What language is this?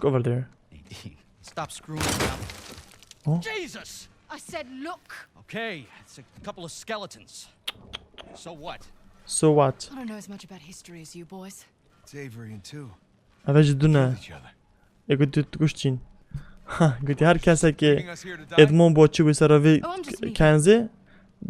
Kurdish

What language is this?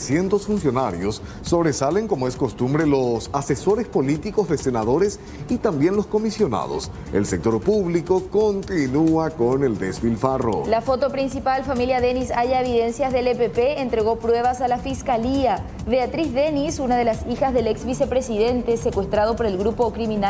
Spanish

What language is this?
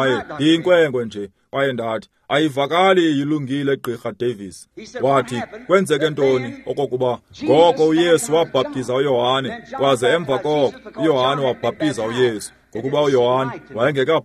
Xhosa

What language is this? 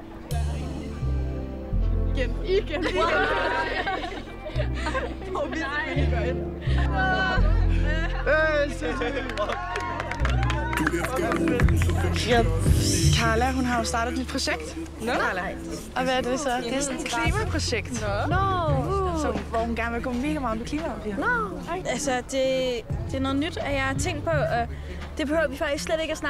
Danish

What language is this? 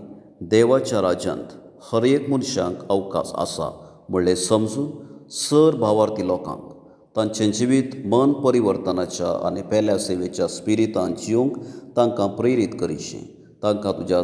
Konkani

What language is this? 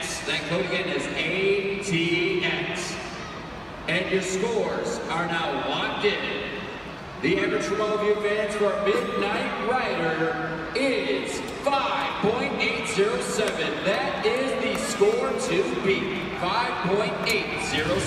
English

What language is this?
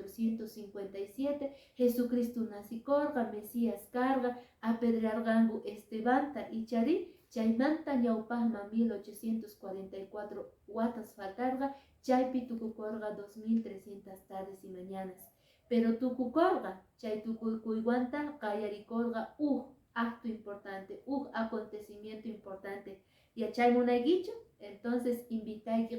Quechua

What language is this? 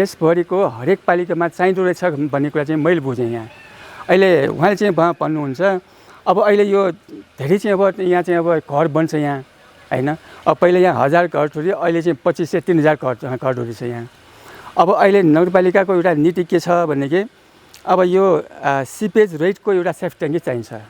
Nepali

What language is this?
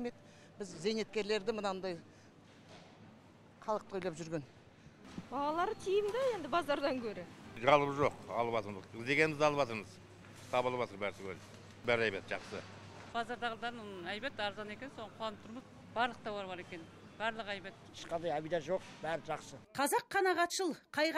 Kazakh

